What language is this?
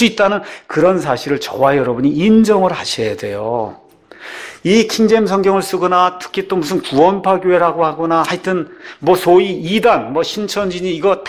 Korean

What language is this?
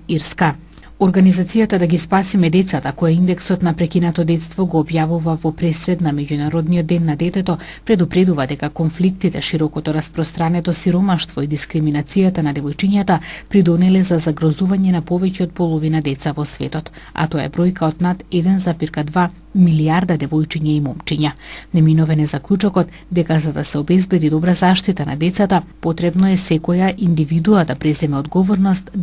Macedonian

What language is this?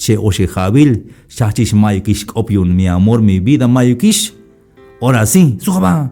Tzeltal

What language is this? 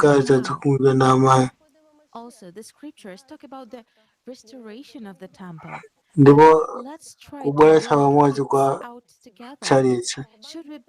Nyanja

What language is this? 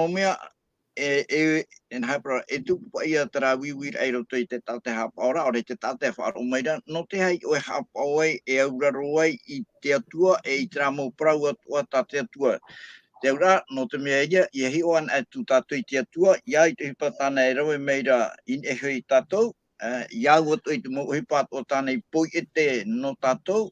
Tahitian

